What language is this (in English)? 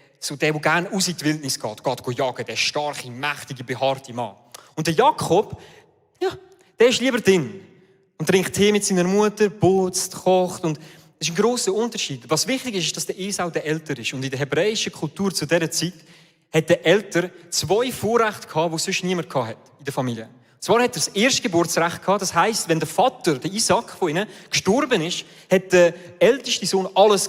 Swiss German